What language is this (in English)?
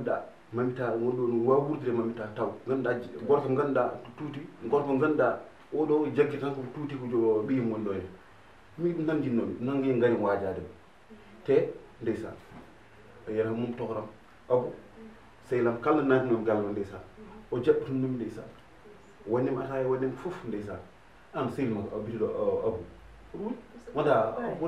Fula